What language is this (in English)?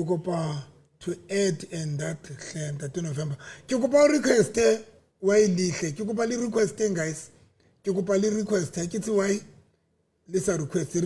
Southern Sotho